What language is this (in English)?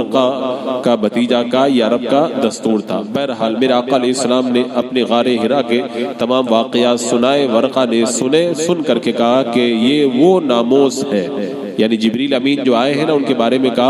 Urdu